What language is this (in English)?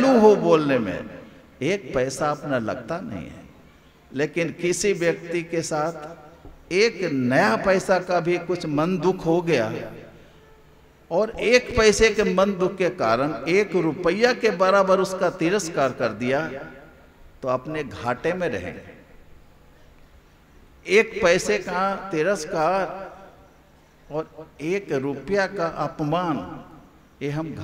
Hindi